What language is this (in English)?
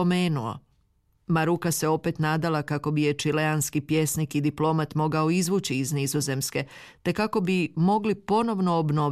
Croatian